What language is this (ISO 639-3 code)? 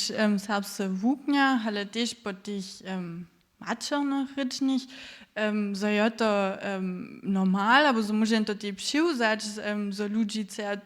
hsb